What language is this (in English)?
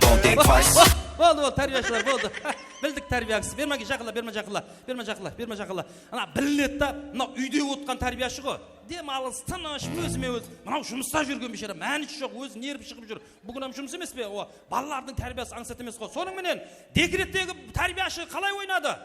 Kara-Kalpak